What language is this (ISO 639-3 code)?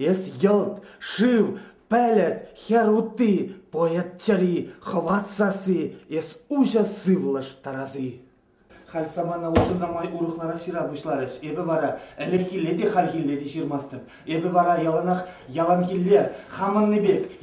chv